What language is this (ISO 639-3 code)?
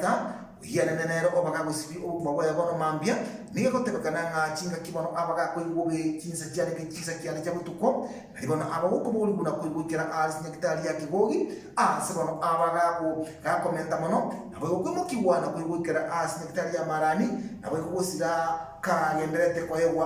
guz